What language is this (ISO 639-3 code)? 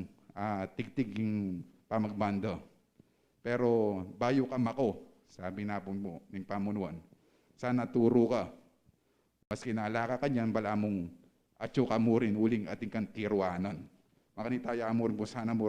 pam